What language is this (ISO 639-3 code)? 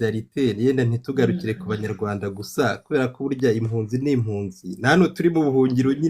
kin